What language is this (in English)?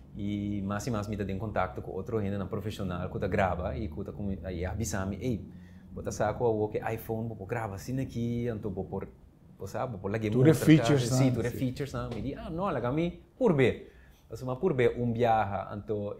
Papiamento